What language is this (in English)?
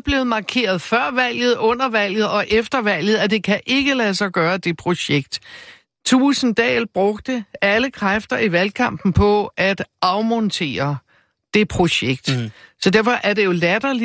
Danish